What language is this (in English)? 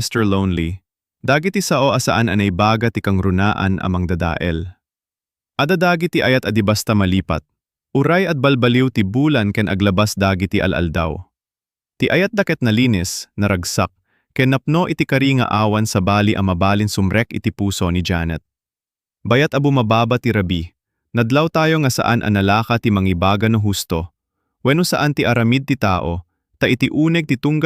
Iloko